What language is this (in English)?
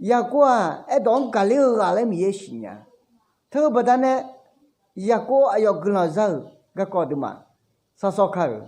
Akha